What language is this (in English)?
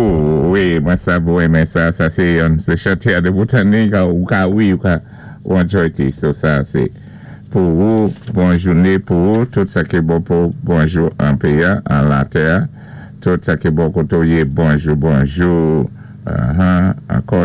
Saint Lucian Creole French